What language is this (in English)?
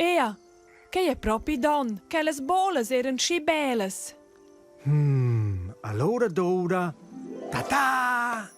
Romansh